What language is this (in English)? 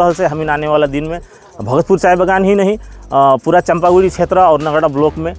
Sadri